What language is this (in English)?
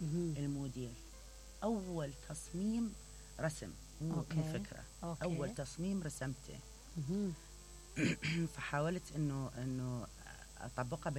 Mesopotamian Arabic